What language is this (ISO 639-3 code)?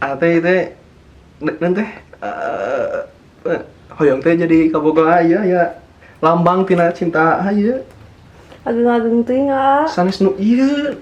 sun